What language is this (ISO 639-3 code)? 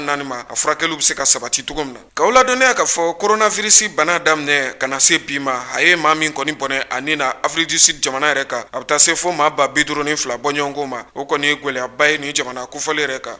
bam